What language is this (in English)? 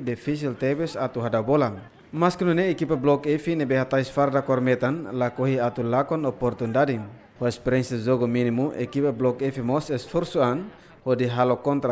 Tetum